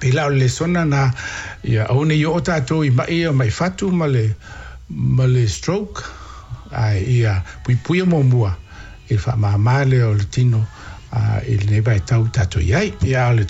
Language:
Samoan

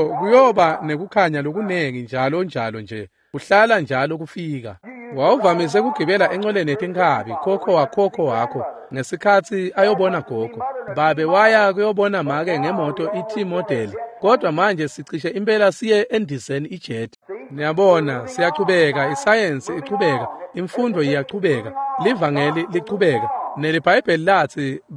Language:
Swati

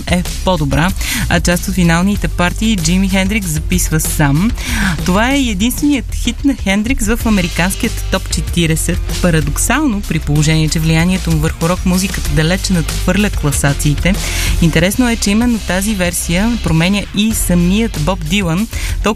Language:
Bulgarian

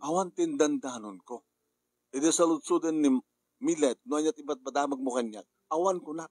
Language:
Iloko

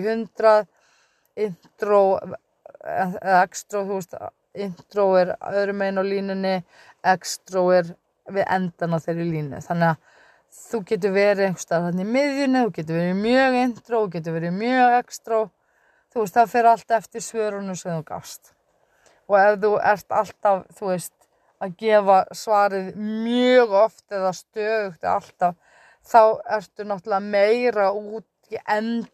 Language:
Icelandic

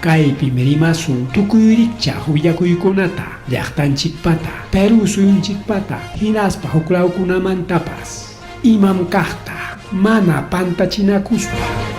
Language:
Ayacucho Quechua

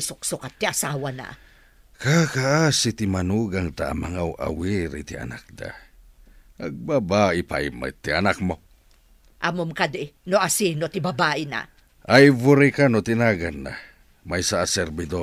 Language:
Iloko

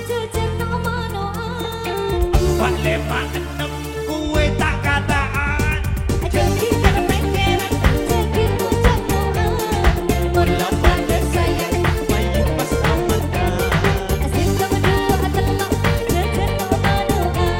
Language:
Madurese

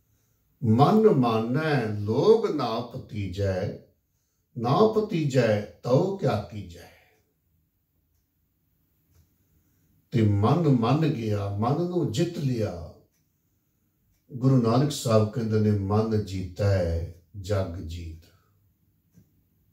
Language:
Punjabi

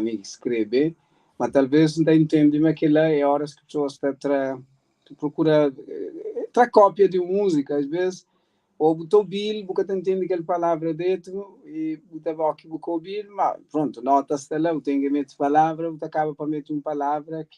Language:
Kabuverdianu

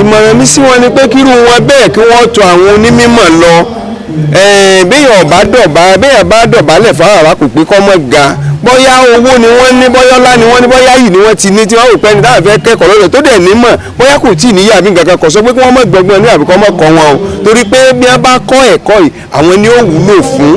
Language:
Yoruba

